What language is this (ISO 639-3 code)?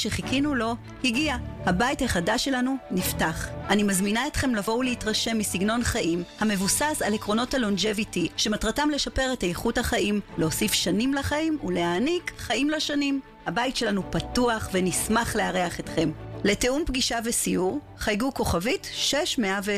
heb